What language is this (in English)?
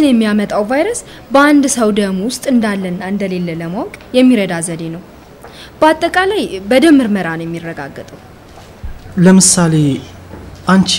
Amharic